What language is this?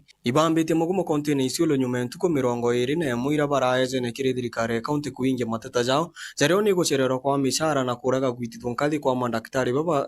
Meru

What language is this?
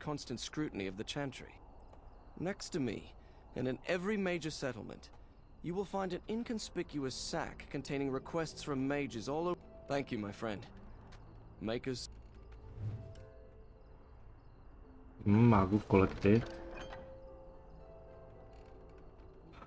Czech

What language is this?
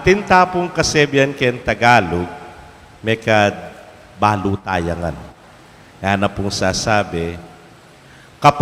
Pampanga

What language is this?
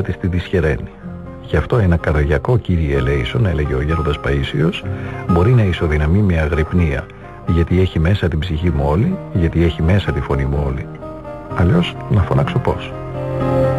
Greek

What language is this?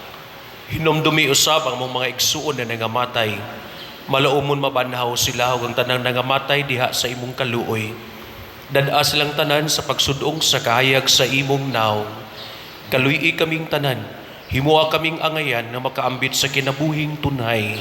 Cebuano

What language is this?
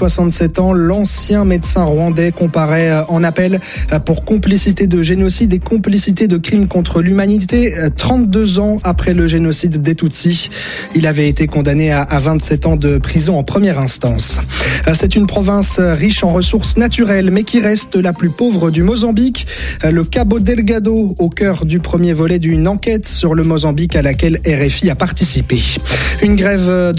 French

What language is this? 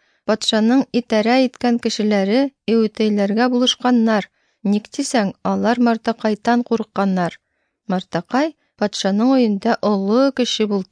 Tatar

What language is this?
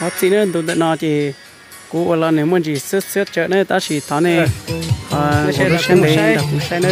Hmong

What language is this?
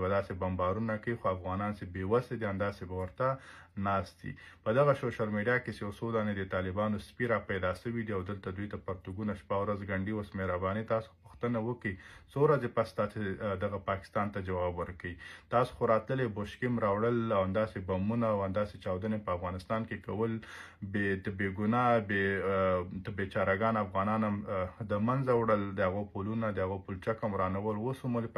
Pashto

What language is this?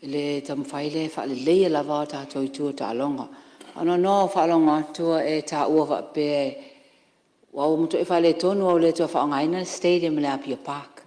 Samoan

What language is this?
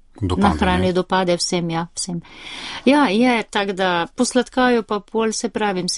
Slovenian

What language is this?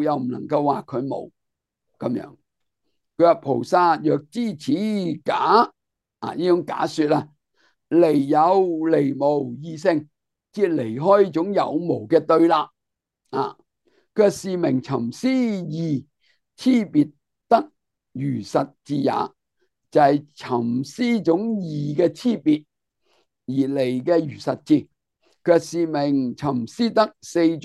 Cantonese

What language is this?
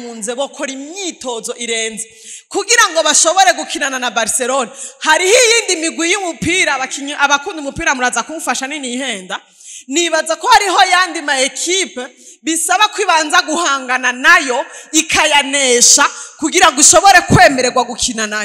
Rundi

